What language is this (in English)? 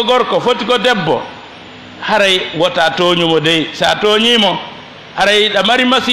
Fula